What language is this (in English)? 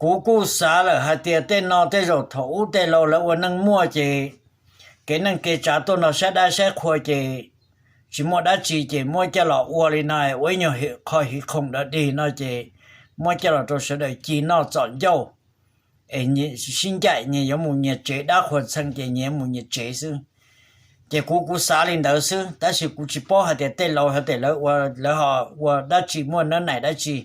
Hmong